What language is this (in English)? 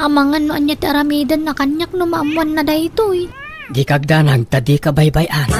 Iloko